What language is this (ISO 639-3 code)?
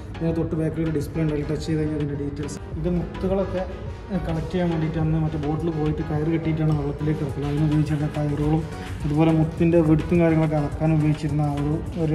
mal